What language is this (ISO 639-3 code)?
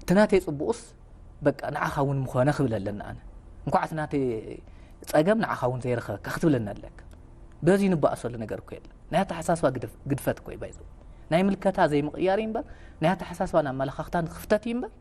tir